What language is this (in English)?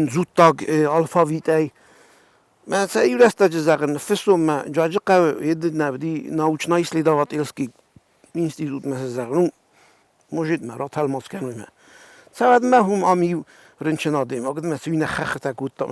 Ossetic